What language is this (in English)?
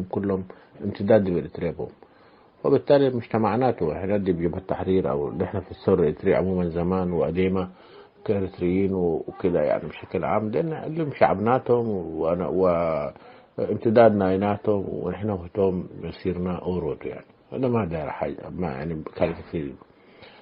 Tigre